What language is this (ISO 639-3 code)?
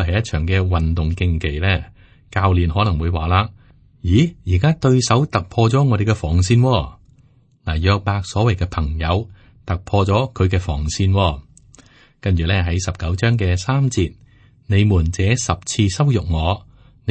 yue